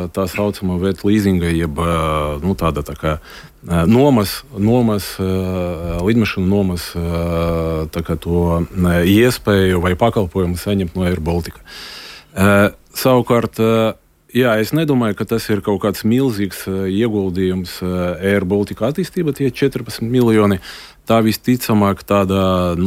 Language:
Latvian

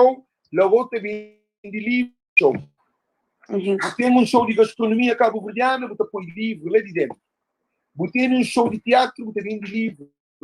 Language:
Kabuverdianu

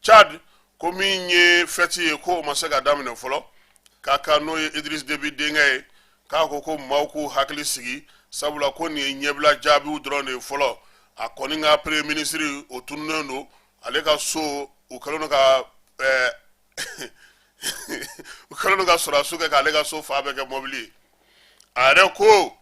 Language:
Bambara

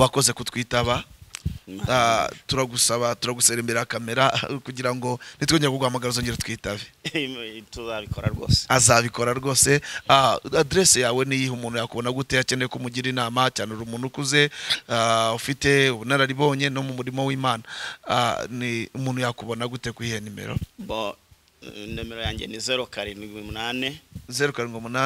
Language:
Kinyarwanda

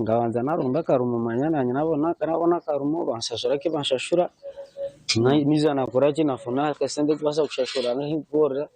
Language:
Nyankole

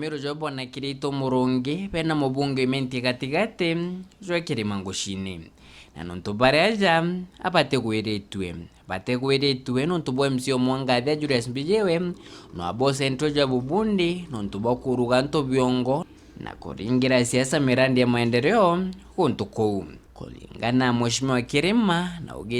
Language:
Meru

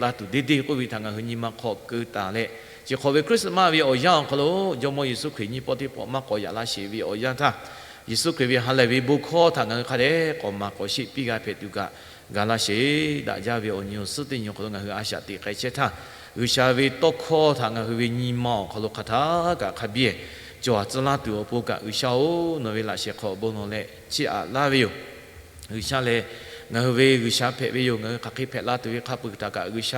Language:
Lahu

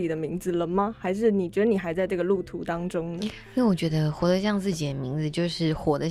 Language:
Chinese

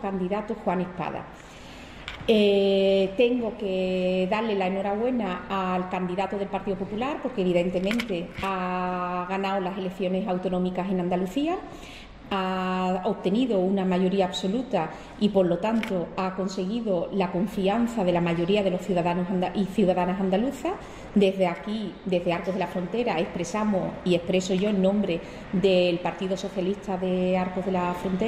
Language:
Spanish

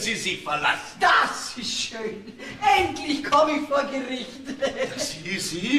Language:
Bavarian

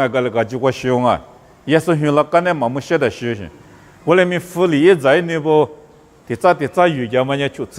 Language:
Lisu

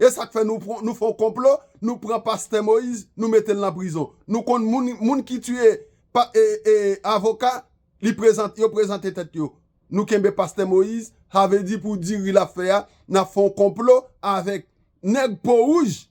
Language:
Haitian Creole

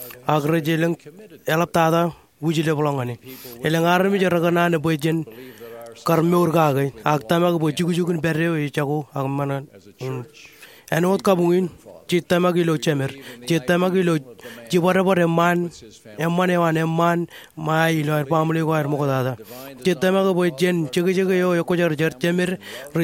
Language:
Marshallese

